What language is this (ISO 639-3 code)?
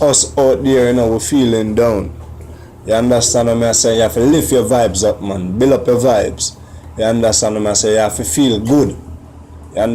jam